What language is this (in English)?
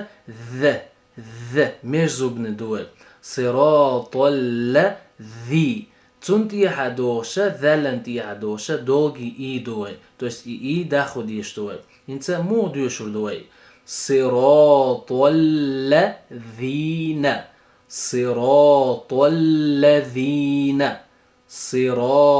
Chechen